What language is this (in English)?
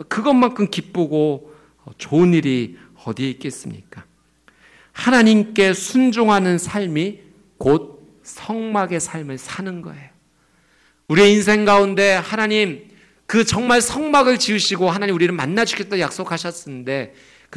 Korean